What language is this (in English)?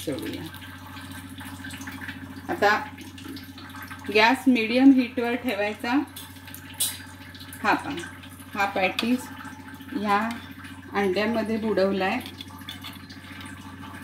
Marathi